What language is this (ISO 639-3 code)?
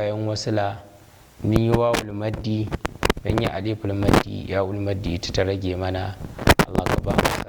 hau